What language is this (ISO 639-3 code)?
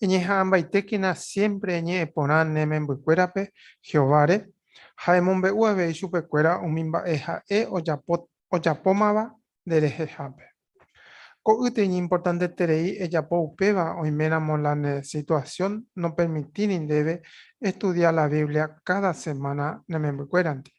grn